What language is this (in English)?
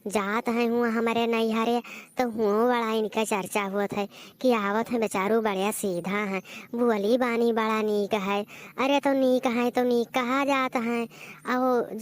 Awadhi